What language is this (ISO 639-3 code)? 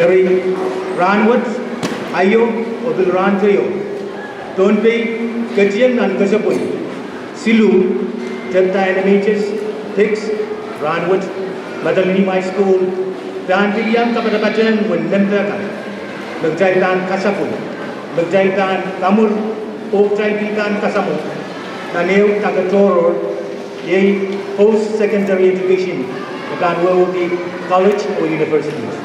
pon